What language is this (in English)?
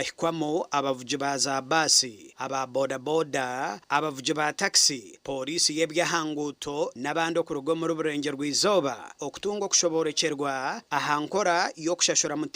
Nyankole